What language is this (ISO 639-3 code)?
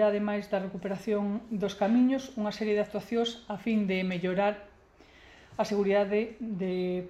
glg